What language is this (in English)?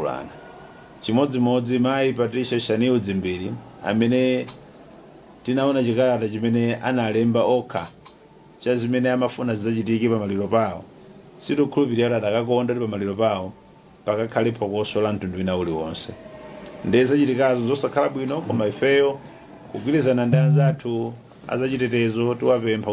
Nyanja